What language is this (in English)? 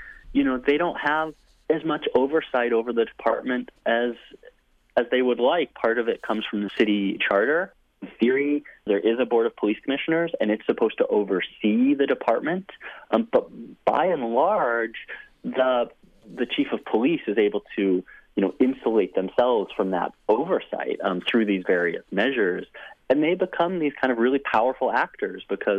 English